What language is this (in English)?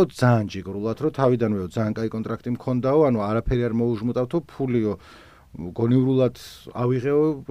Georgian